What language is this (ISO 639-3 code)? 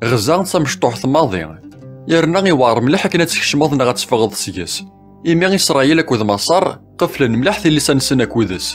kab